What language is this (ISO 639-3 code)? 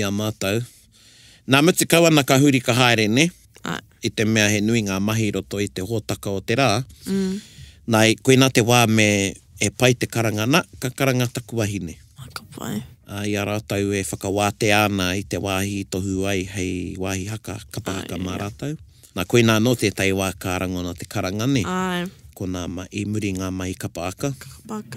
mri